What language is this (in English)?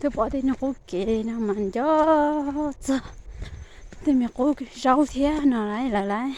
Hmong